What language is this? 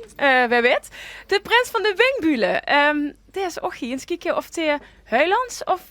Limburgish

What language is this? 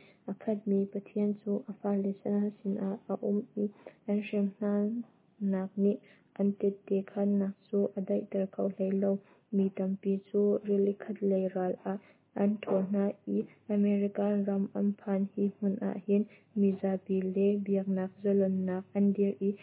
Hakha Chin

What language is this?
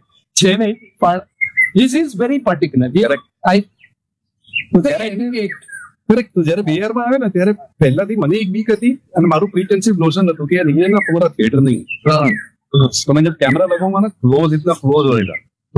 Gujarati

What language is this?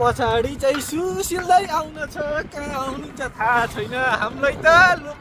Nepali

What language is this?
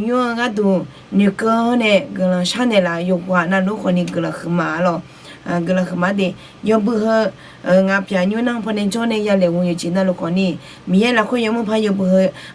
Akha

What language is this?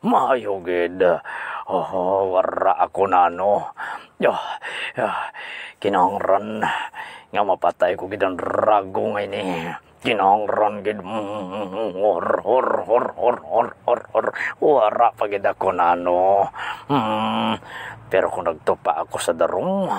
Hiligaynon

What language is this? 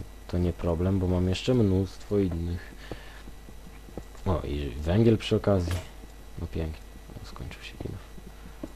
Polish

